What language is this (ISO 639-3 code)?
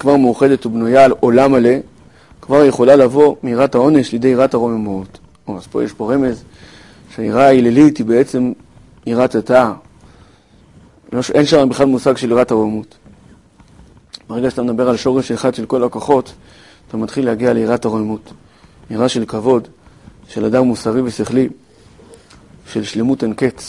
heb